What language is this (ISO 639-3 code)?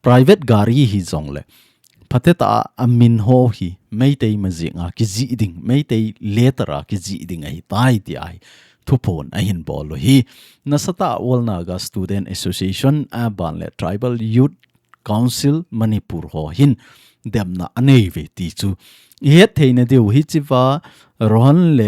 tcz